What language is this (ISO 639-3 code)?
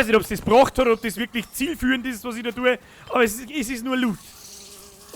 bar